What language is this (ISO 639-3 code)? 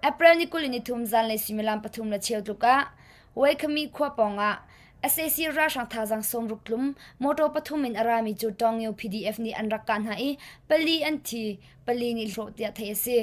cnh